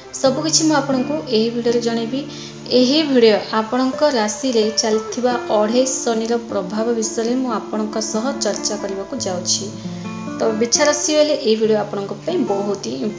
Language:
Odia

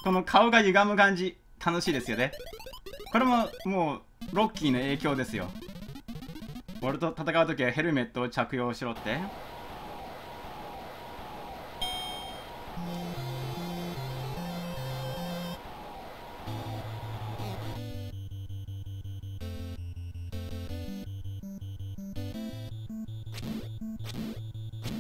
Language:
Japanese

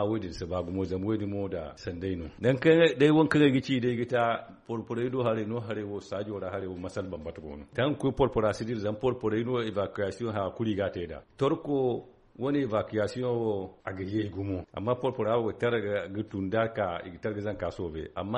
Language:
Zarma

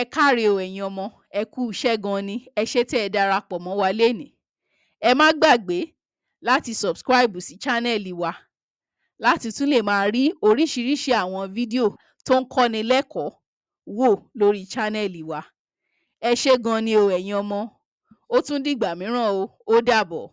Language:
Yoruba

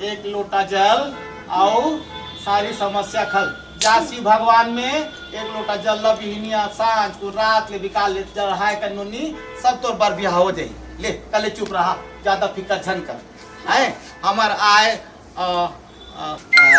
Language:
Chhattisgarhi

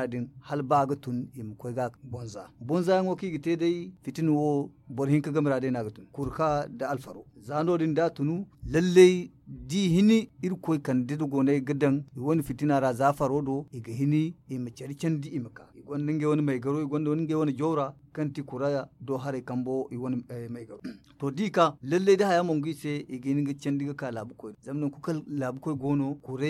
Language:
Zarma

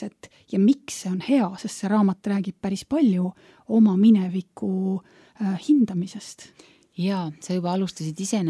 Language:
Estonian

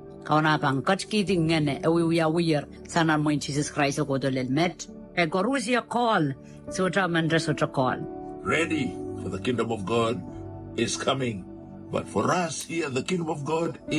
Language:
Pohnpeian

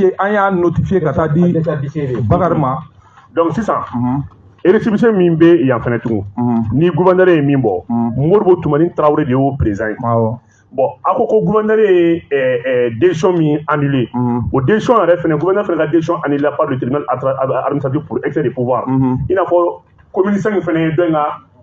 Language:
Bambara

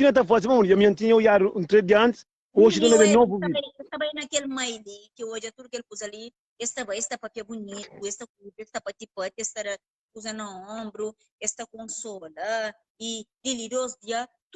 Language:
Kabuverdianu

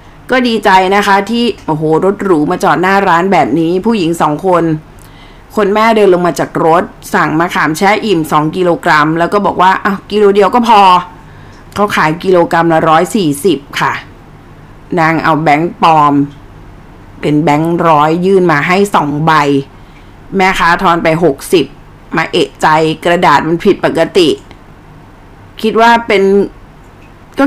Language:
Thai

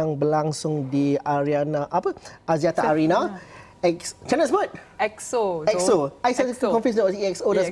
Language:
Malay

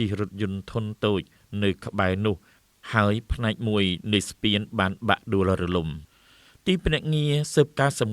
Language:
Khmer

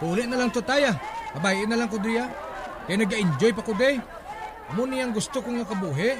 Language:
Hiligaynon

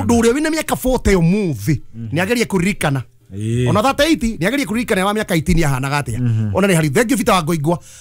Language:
Kikuyu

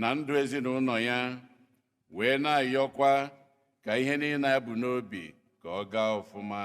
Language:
Igbo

